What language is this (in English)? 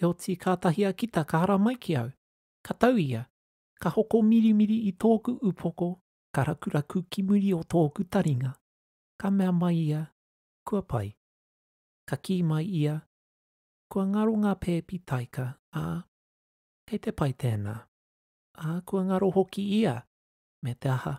Māori